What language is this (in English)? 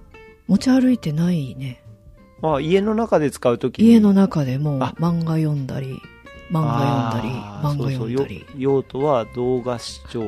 Japanese